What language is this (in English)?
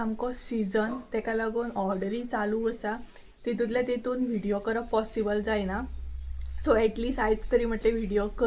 Konkani